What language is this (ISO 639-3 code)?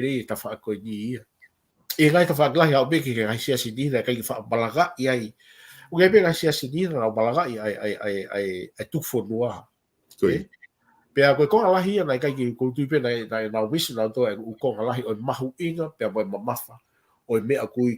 ton